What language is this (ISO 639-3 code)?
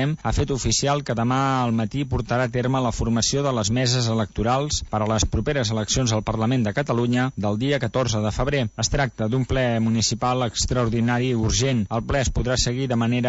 cat